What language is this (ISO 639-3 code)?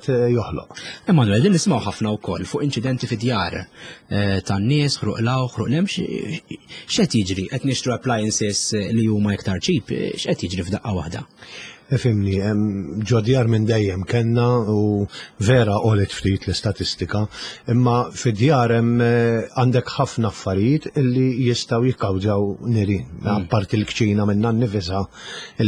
mlt